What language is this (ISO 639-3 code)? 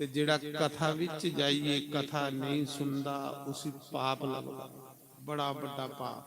doi